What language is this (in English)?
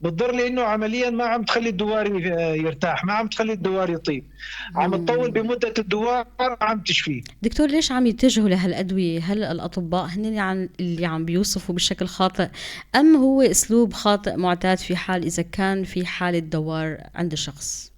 North Levantine Arabic